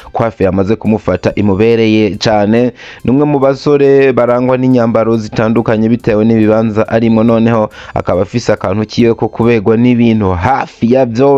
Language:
Rundi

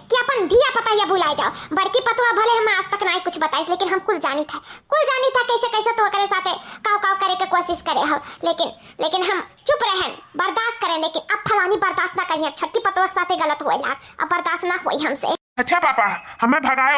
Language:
Awadhi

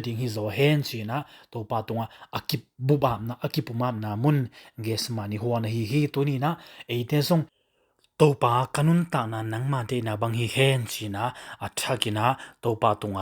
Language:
Tedim Chin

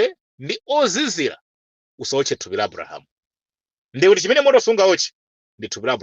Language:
Nyanja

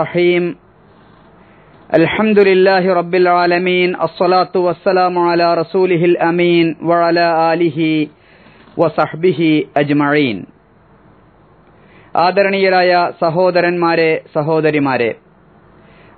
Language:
Malayalam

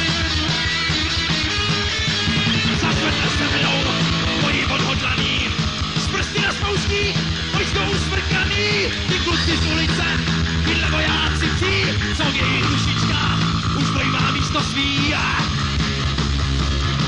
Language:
Czech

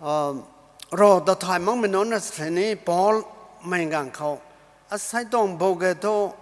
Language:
Rongmei Naga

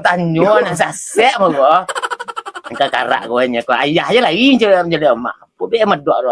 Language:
Minangkabau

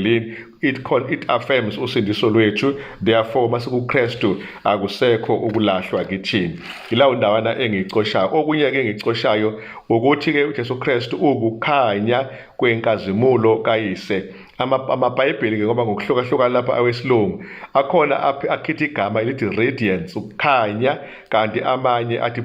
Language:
Zulu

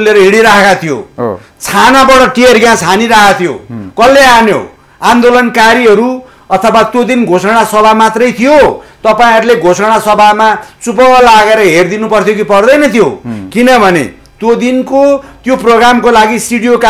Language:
Nepali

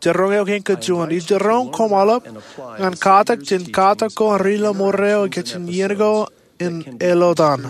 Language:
Marshallese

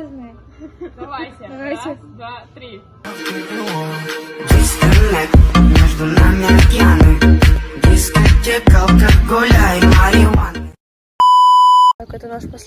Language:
Russian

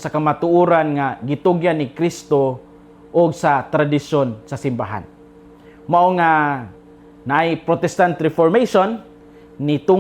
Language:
Cebuano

